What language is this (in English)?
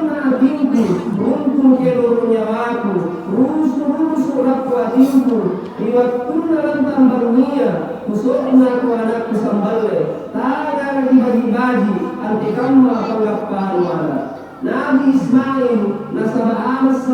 Makasar